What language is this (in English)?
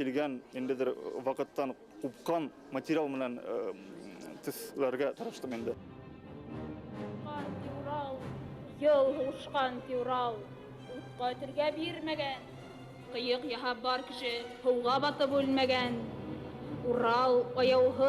Bashkir